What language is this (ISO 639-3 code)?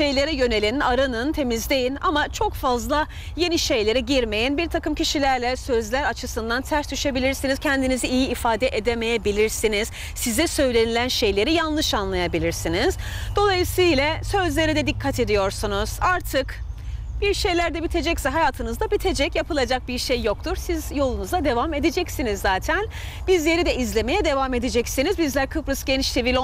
tur